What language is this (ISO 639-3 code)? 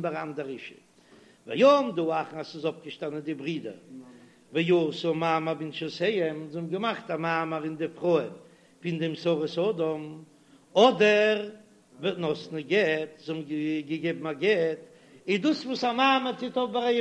yid